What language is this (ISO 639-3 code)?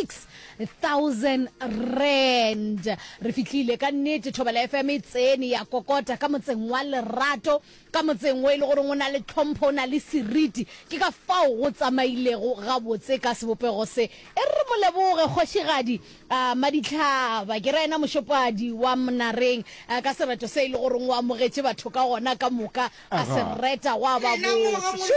nso